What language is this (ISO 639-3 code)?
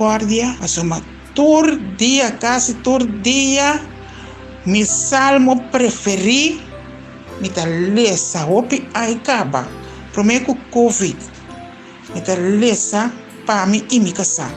pap